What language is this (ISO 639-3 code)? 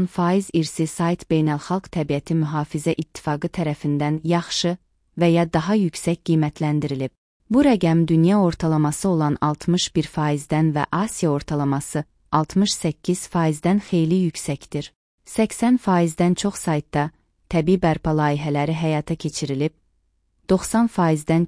aze